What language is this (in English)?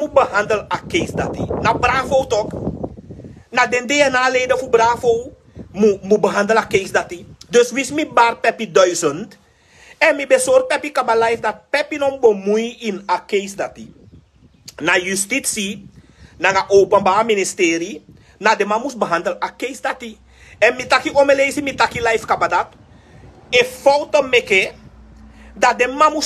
Sranan Tongo